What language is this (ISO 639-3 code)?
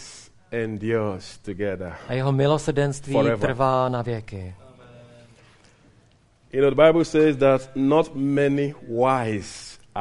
ces